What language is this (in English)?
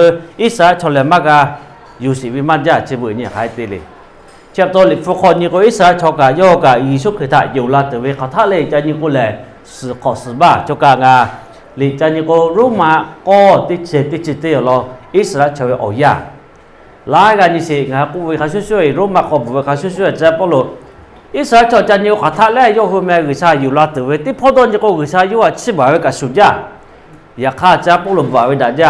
Lahu